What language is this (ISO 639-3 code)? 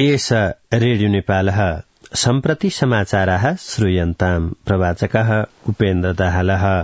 san